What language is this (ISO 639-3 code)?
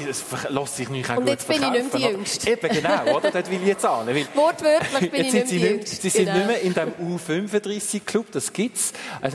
deu